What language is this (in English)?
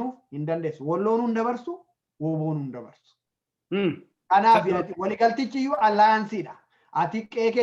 Oromo